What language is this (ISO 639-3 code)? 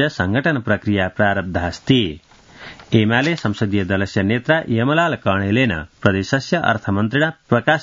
san